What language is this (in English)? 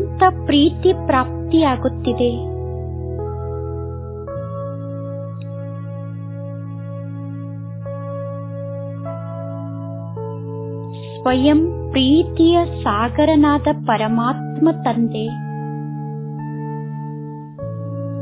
Kannada